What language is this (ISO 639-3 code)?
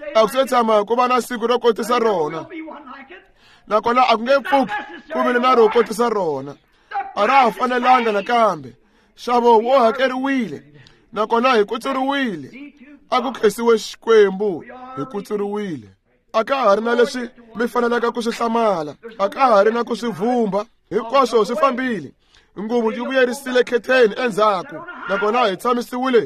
tso